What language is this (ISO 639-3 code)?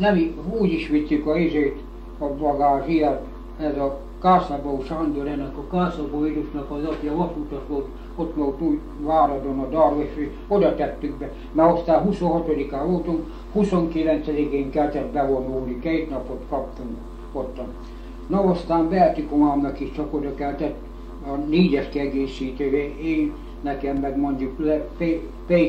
hun